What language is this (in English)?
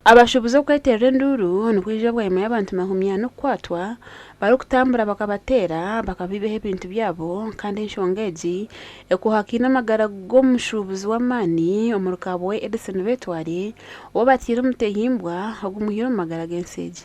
Nyankole